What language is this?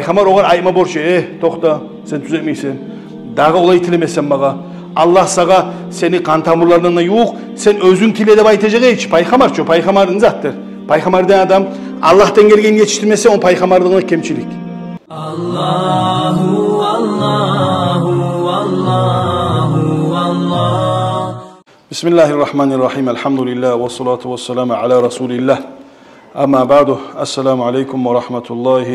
Kumyk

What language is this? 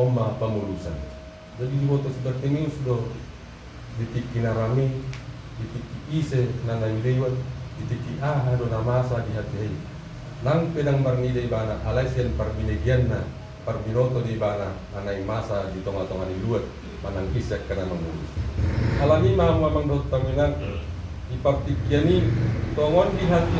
Batak Toba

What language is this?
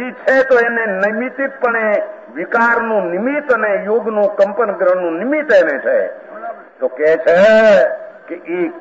Gujarati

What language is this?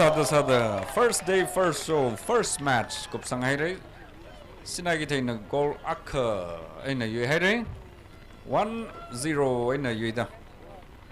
Tangkhul Naga (India)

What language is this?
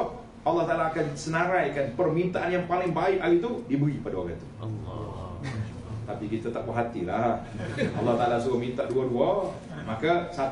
Malay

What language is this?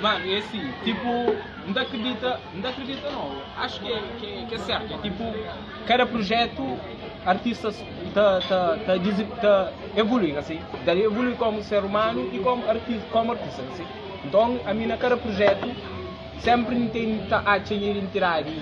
Kabuverdianu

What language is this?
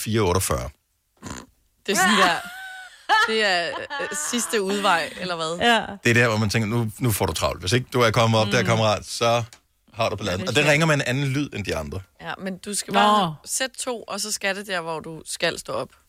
Danish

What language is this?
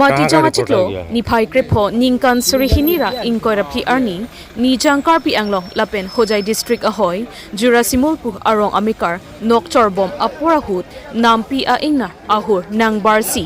Karbi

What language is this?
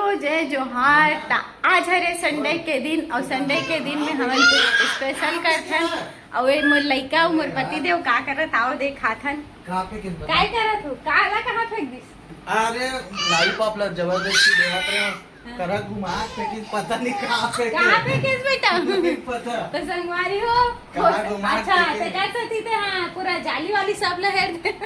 Chhattisgarhi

